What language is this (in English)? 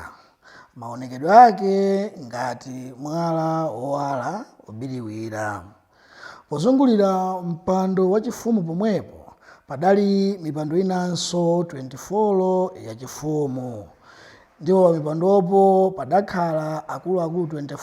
Nyanja